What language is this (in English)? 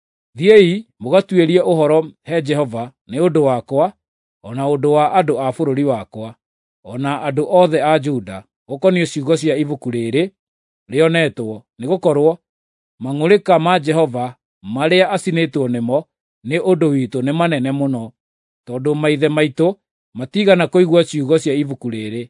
Kikuyu